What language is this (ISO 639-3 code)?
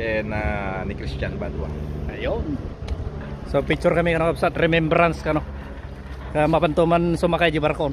ilo